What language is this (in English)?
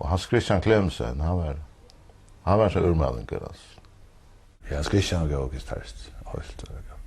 Faroese